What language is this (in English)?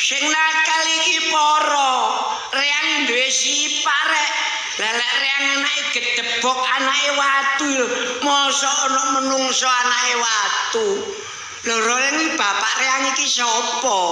Javanese